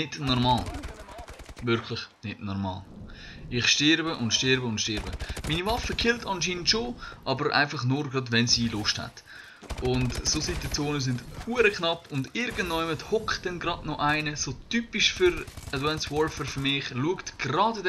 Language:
Swiss German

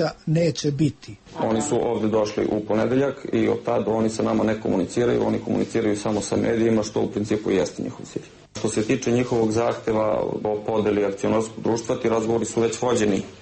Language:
Serbian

